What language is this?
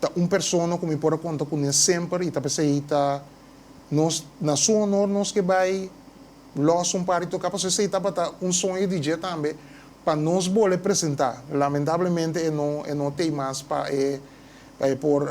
Papiamento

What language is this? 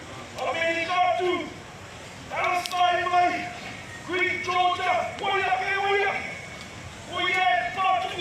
Māori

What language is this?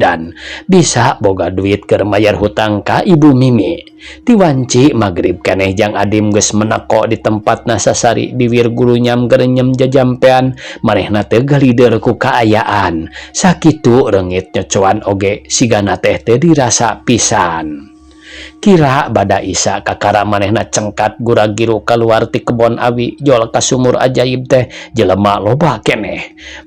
Sundanese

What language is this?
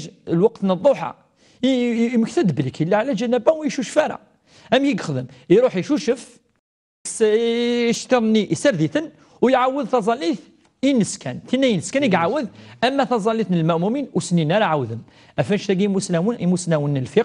Kabyle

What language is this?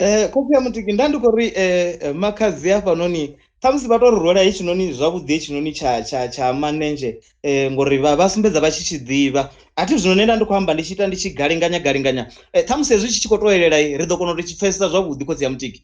Venda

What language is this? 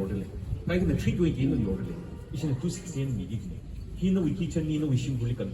Tangkhul Naga (India)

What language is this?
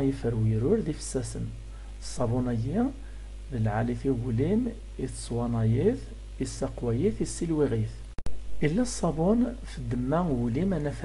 Kabyle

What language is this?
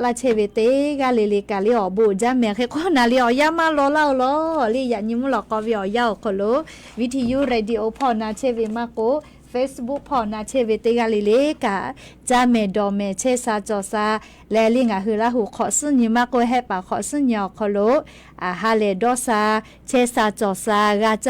Lahu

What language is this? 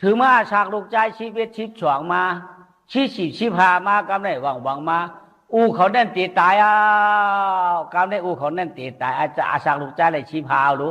Shan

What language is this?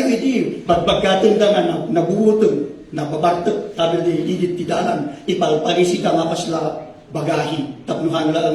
Iloko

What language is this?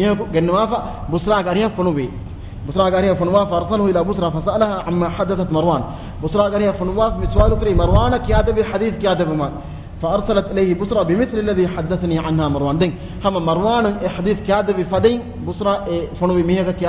Divehi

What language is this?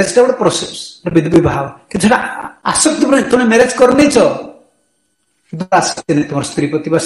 Odia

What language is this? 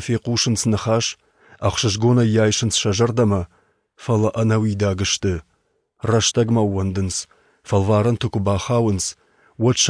Ossetic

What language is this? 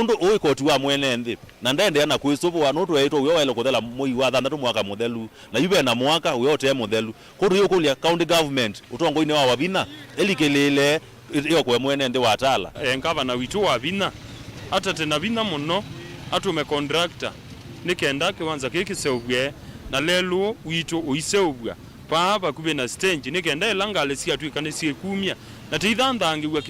Kamba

